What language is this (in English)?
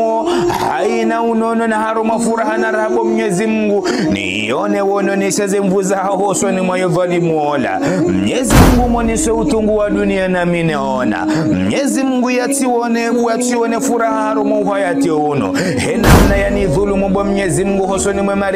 Ngazidja Comorian